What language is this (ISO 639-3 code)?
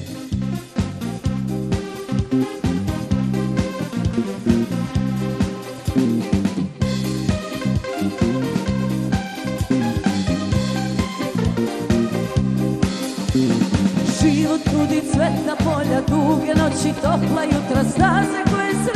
srp